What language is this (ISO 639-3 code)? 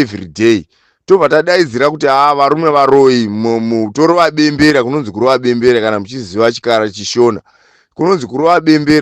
sna